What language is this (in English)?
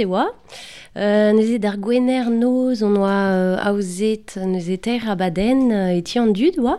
Breton